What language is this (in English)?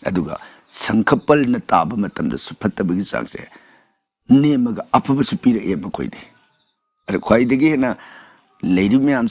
Manipuri